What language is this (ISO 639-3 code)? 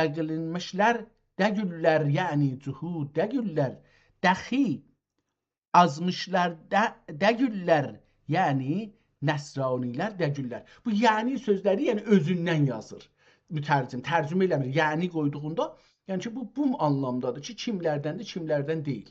azb